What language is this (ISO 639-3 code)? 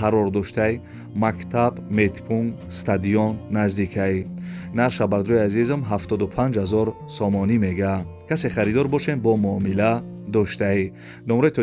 tgk